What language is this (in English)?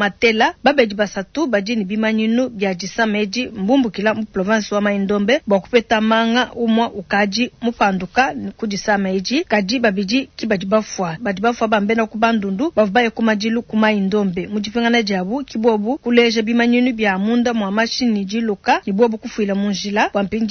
Luba-Lulua